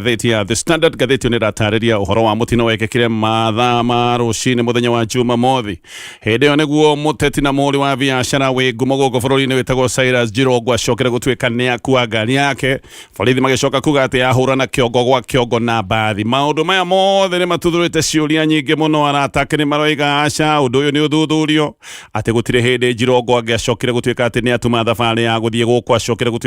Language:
Kikuyu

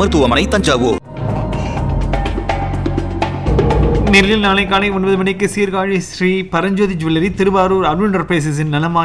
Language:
Tamil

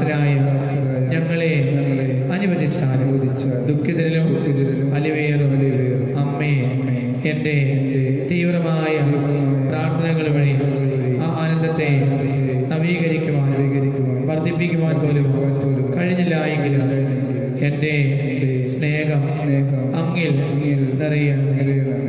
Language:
Malayalam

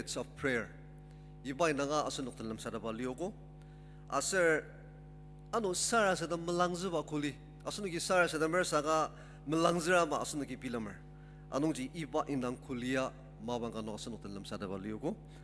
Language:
Ao Naga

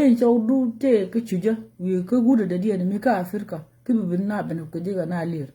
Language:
Nuer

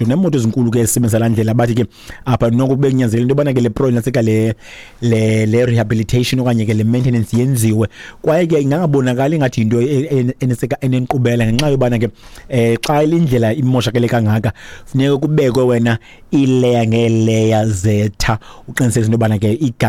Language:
Xhosa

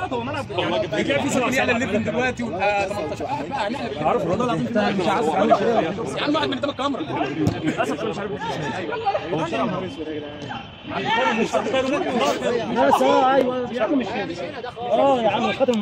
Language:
Egyptian Arabic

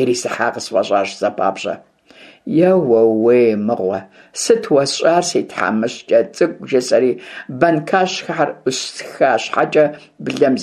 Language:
Kabardian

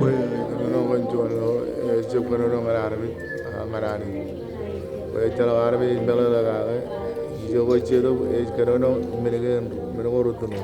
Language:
Marshallese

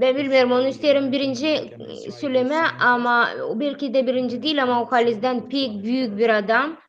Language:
Gagauz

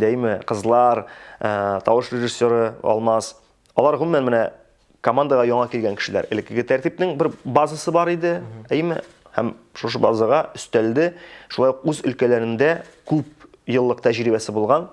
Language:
Tatar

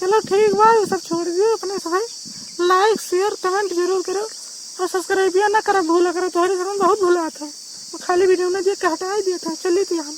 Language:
Awadhi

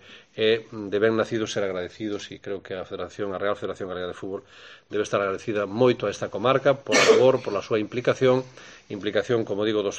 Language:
Galician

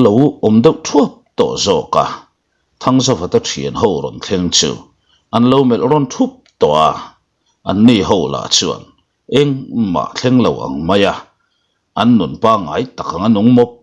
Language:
Mizo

